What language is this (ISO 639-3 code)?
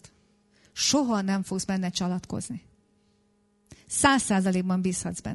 hun